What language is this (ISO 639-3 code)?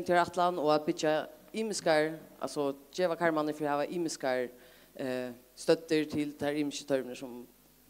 fao